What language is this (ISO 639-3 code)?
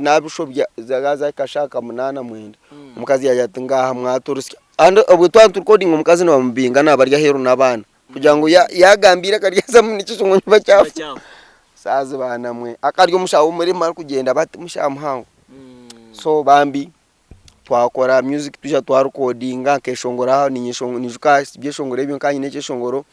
nyn